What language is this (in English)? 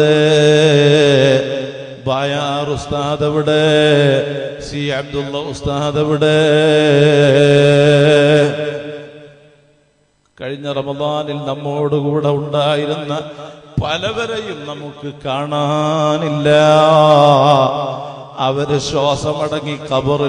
Malayalam